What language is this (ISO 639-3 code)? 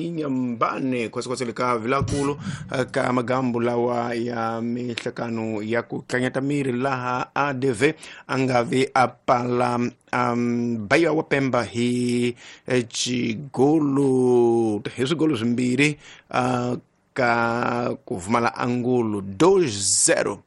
tso